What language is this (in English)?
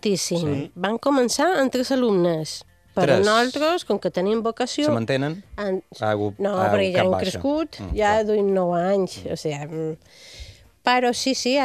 Catalan